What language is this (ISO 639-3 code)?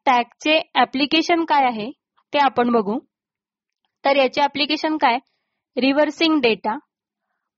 mar